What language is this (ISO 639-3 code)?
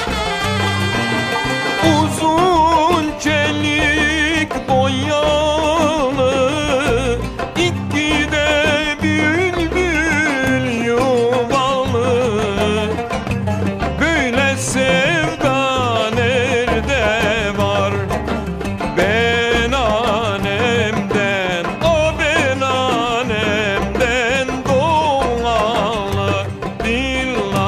tur